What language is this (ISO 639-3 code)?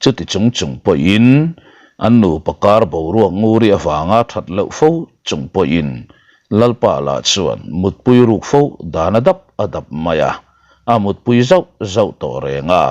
lus